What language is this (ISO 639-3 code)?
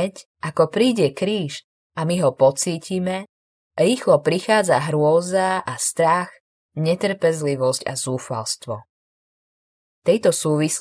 slk